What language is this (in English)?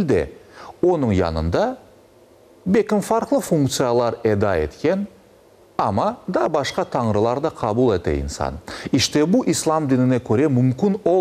Crimean Tatar